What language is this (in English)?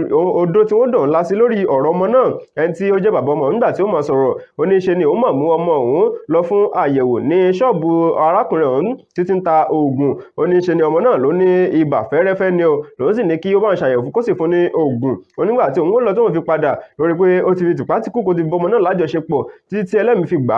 Yoruba